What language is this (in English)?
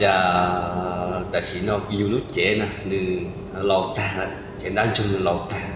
Hmong